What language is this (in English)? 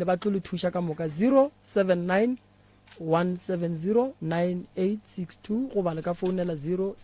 Northern Sotho